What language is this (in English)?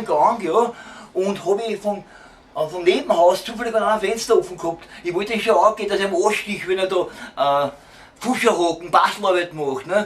Bavarian